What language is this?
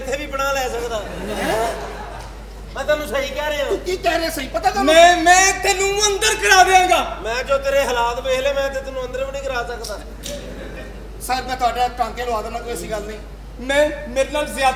Punjabi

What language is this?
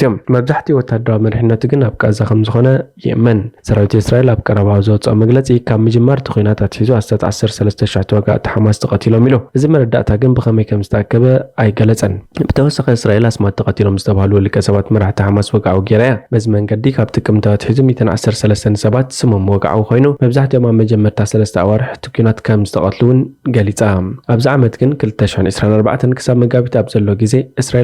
Tigrinya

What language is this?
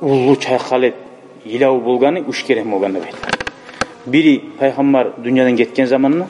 Kumyk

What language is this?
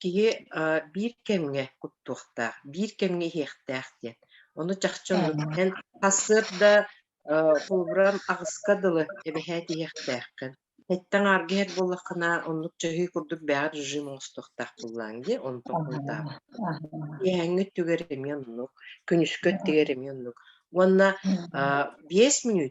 Yakut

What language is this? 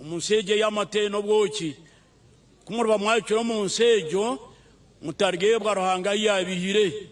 Nyankole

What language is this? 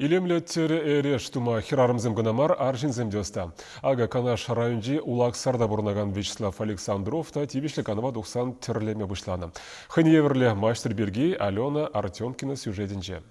Chuvash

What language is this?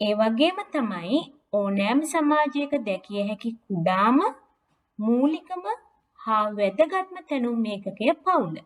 Sinhala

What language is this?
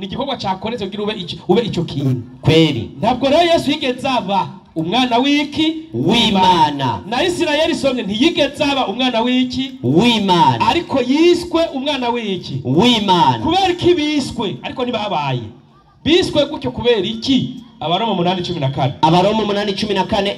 Rundi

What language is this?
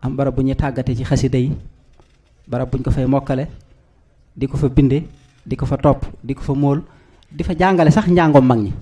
Wolof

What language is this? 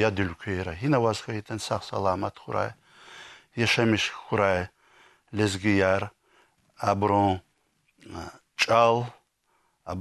Lezghian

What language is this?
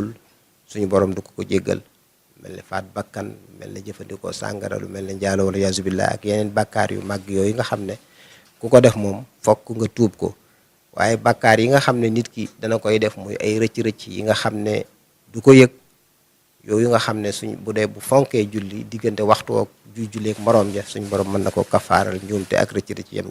Wolof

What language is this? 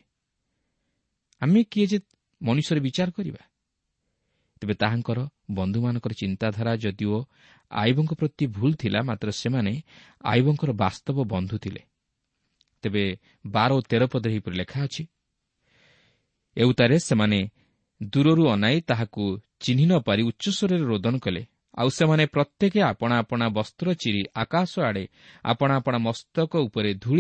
Odia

